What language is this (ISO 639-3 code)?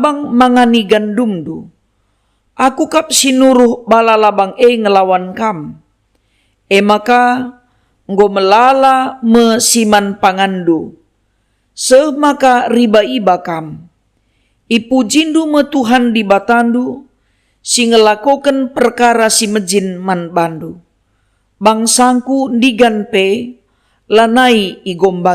btx